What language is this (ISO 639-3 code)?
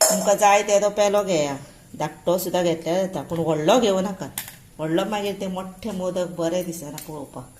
kok